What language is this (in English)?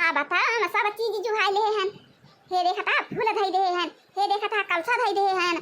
Awadhi